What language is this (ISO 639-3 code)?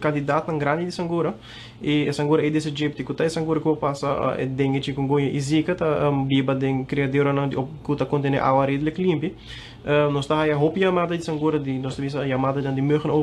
pap